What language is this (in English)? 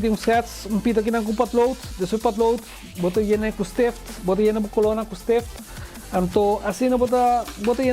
Papiamento